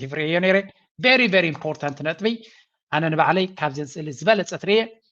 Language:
Tigrinya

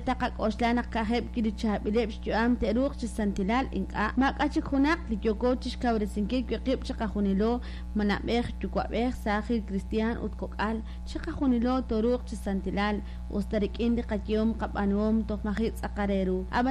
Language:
Kekchí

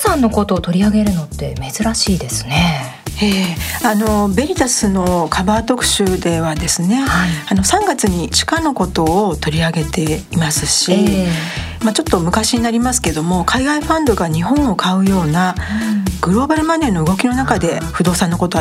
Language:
Japanese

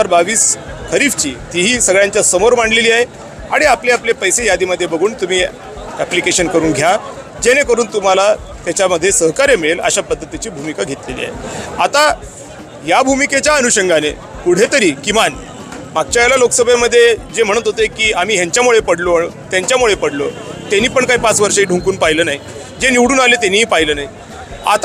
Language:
Marathi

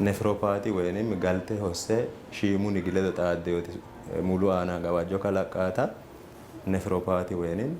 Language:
Sidamo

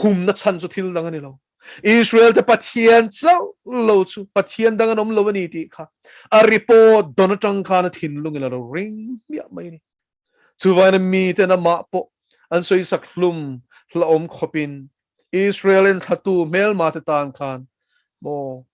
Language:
Mizo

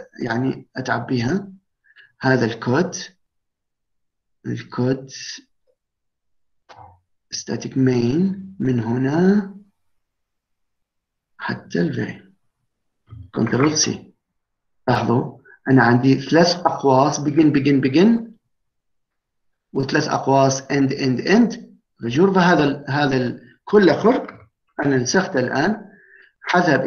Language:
Arabic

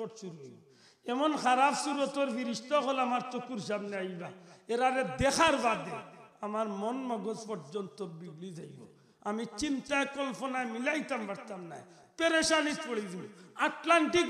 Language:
Sylheti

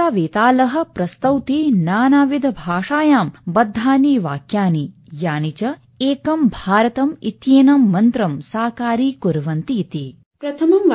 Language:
Sanskrit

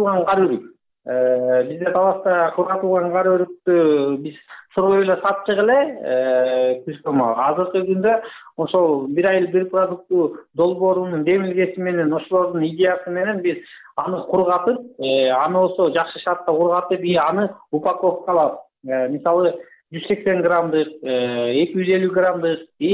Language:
Kyrgyz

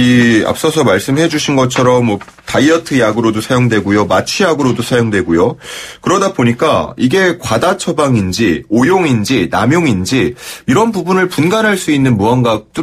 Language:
Korean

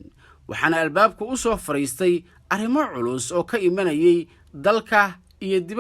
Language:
Somali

